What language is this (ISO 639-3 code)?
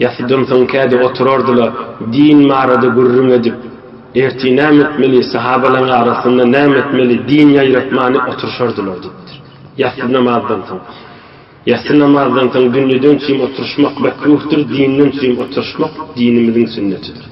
tuk